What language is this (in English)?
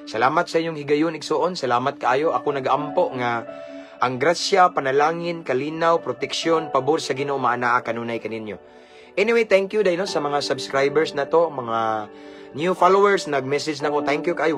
Cebuano